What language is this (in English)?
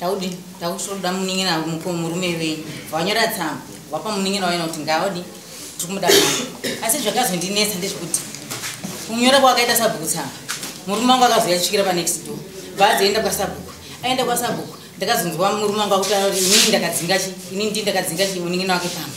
Shona